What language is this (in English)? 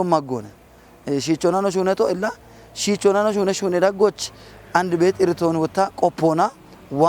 Kafa